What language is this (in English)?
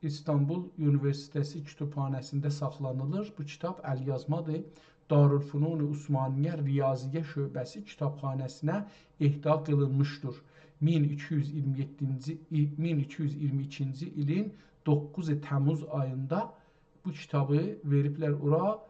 South Azerbaijani